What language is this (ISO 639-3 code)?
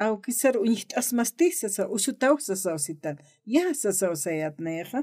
aym